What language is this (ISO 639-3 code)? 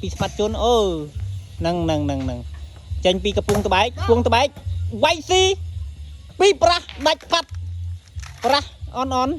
khm